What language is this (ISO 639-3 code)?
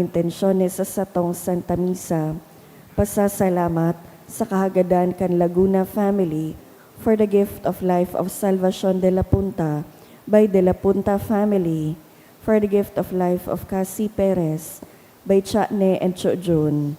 bik